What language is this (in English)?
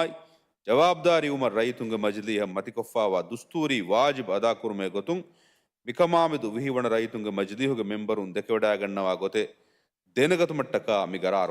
Divehi